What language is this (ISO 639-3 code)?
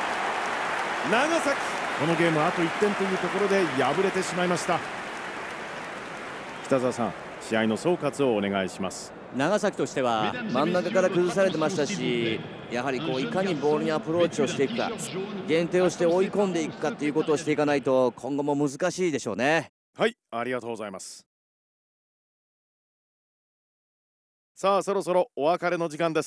jpn